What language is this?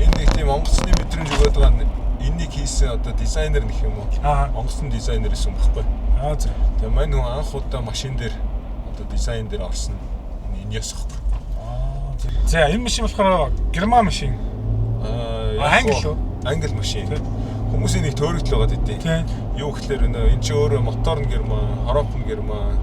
Mongolian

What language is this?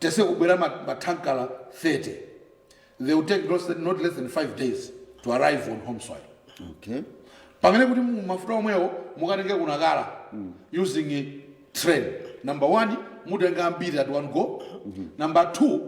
Nyanja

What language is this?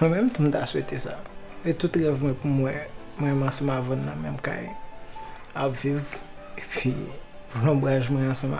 Haitian Creole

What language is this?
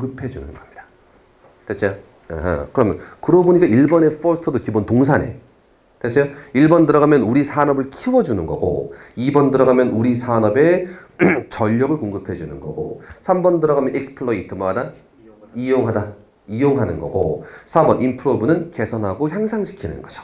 Korean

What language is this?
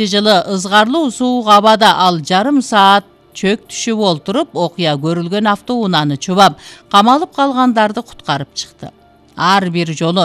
Kyrgyz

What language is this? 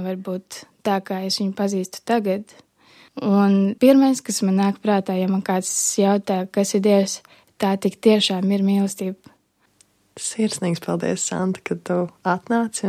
Latvian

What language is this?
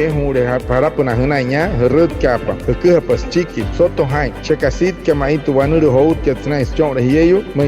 Wayuu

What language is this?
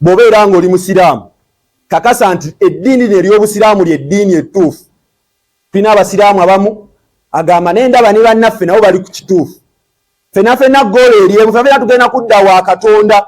Ganda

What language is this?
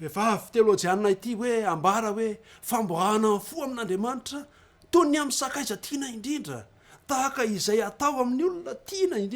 Malagasy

